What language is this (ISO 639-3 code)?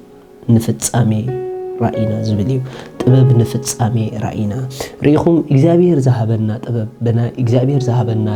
tir